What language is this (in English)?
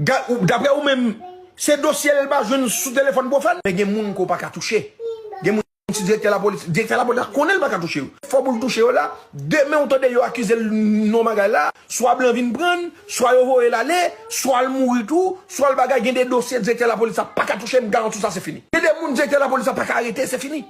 Haitian Creole